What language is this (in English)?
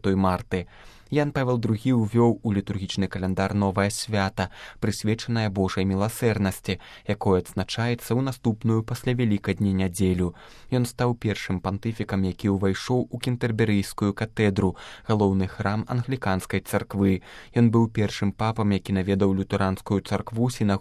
Belarusian